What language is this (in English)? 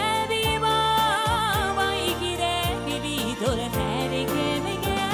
Bashkir